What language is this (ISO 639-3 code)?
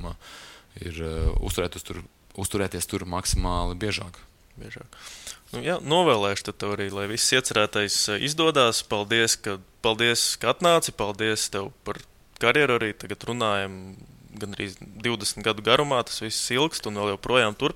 lav